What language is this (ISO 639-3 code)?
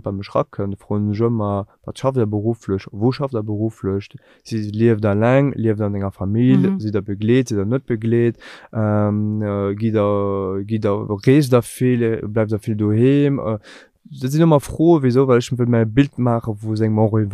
ltz